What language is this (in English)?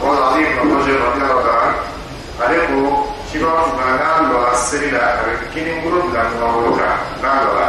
Dyula